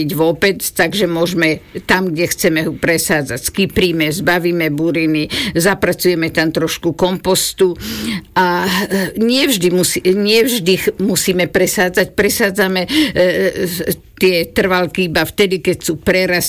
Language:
Slovak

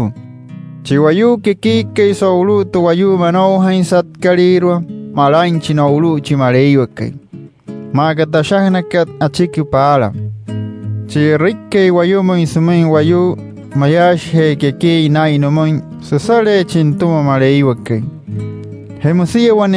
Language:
Wayuu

